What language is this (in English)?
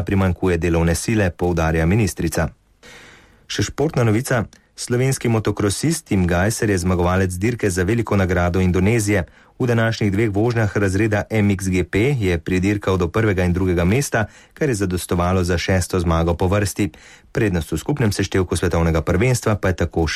Slovenian